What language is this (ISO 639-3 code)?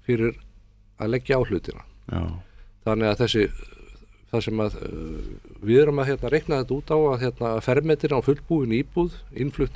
isl